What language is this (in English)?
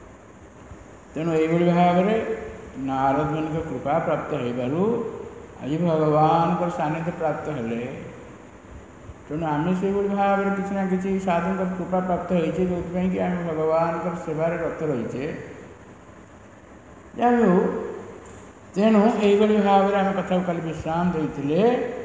Odia